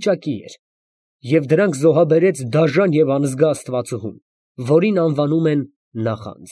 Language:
Armenian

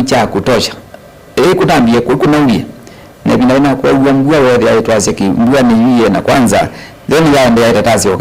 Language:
Kamba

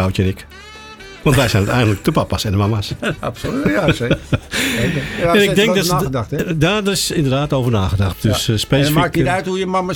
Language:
Dutch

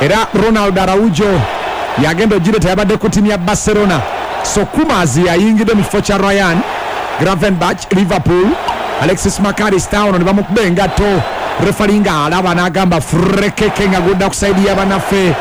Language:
Ganda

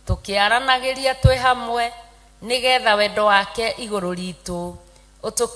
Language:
Kikuyu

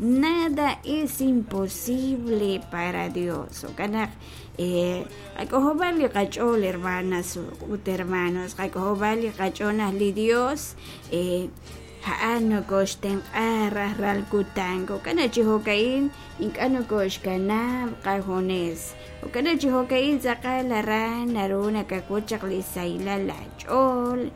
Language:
Kekchí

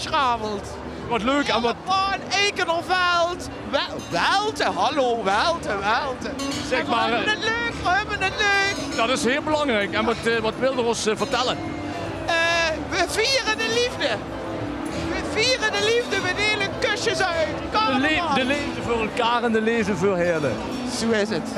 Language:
Limburgish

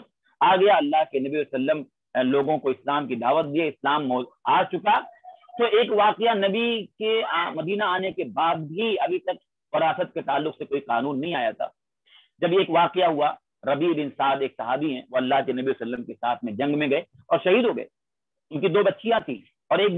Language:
Urdu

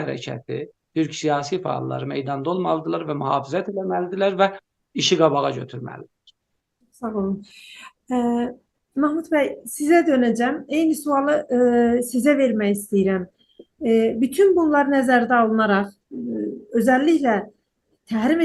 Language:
South Azerbaijani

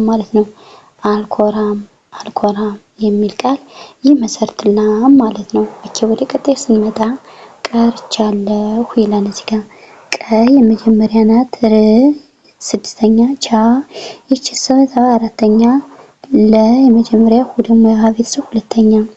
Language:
Amharic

